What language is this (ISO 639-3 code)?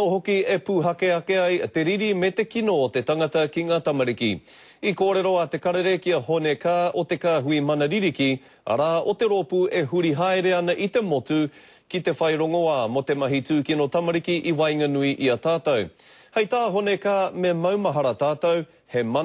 mri